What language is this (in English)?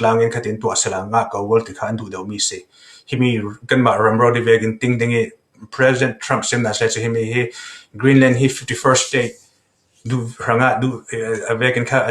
Falam Chin